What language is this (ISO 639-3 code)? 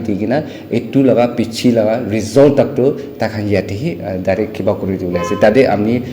nag